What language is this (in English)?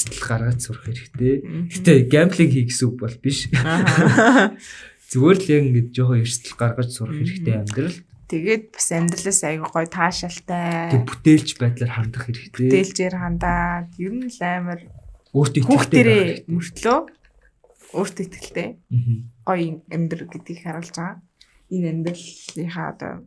Mongolian